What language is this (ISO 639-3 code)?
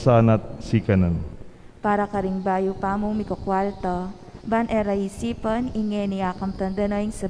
pam